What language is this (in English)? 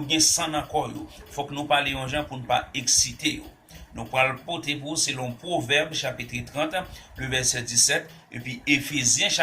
Haitian Creole